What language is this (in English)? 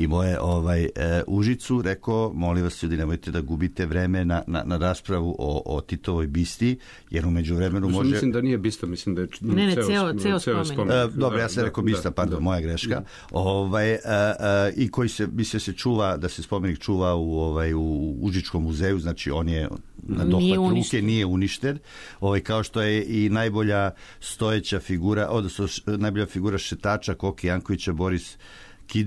Serbian